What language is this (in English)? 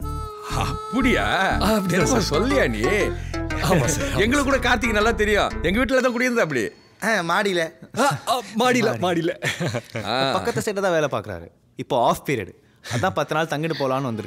Tamil